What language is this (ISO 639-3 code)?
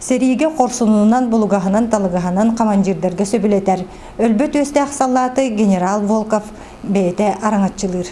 sah